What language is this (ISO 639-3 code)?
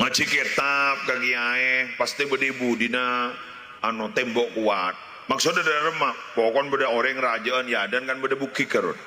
mad